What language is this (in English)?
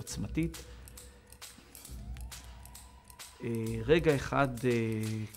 Hebrew